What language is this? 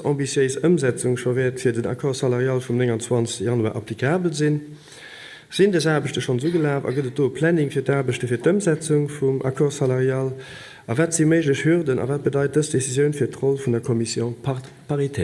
Luxembourgish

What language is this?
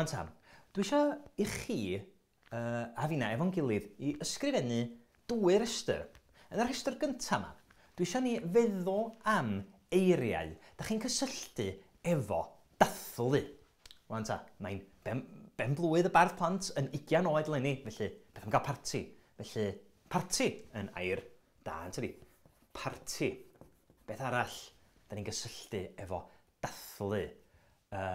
Welsh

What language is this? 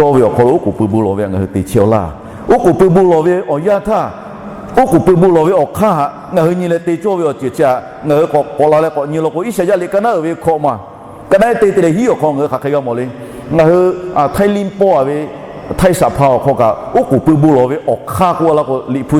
Lahu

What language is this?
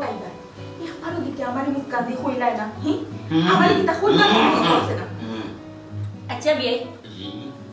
Sylheti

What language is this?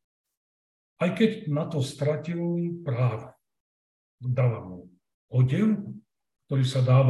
Slovak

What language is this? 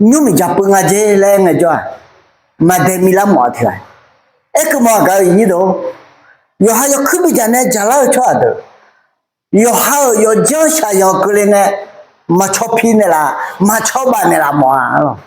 Akha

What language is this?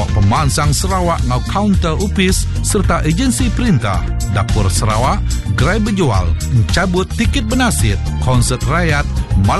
Iban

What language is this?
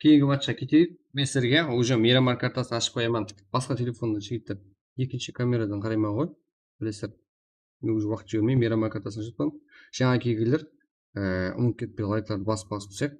Kara-Kalpak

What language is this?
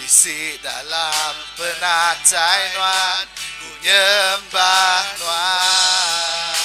Iban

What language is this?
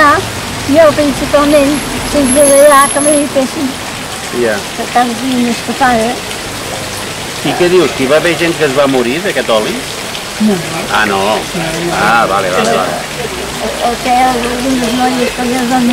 Catalan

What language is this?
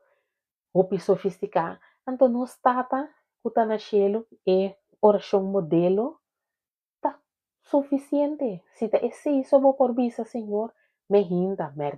Papiamento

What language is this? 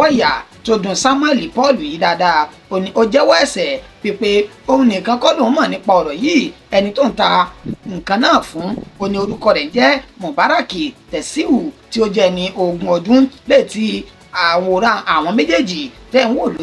Yoruba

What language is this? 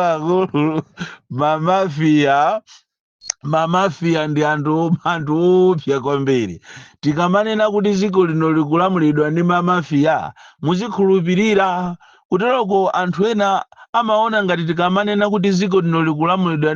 Nyanja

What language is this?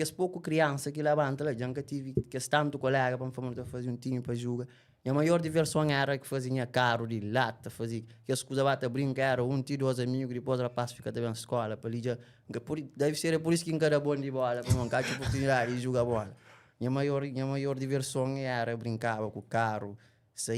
Kabuverdianu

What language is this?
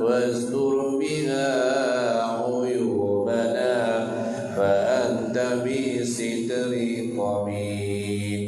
Achinese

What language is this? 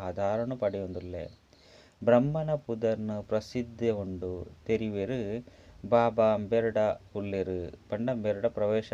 Tulu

